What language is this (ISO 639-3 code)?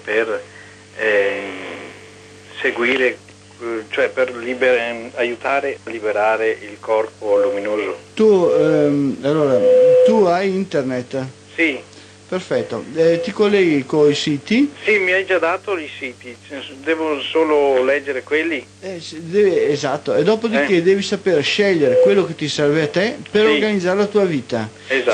ita